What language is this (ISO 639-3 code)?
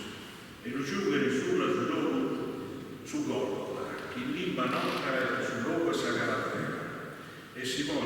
srd